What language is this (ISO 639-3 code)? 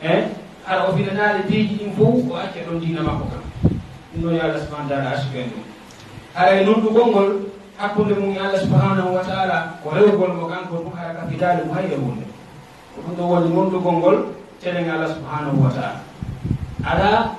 ful